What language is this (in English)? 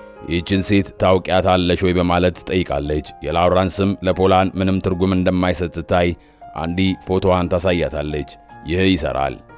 Amharic